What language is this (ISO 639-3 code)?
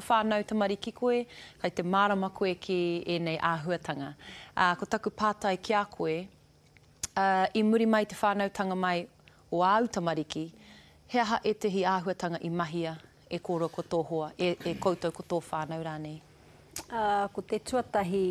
mri